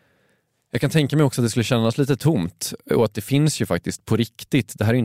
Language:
Swedish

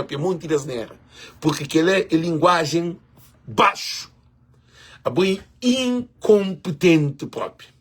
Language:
Kabuverdianu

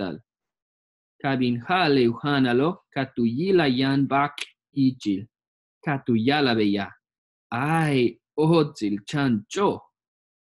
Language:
Yucateco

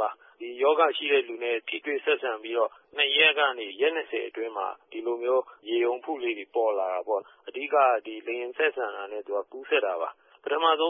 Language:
Burmese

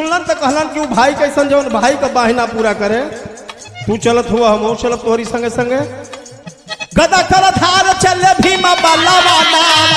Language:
Bhojpuri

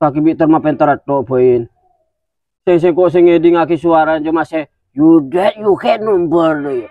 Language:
Madurese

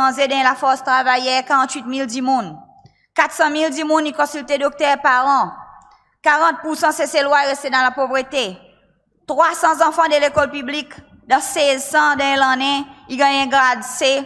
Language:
Seselwa Creole French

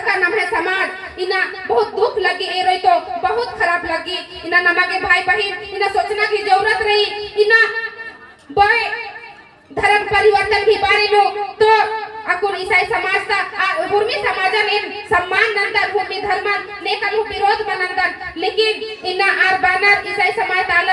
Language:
Kurukh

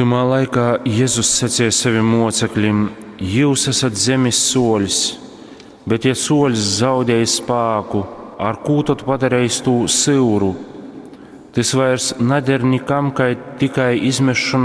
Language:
Latgalian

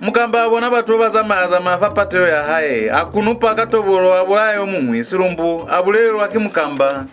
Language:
Lozi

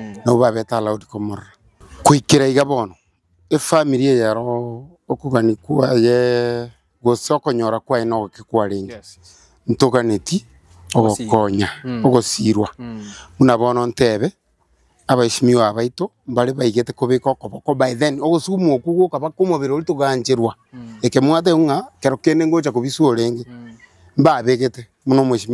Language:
Gusii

